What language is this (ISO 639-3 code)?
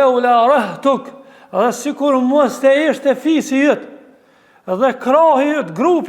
sqi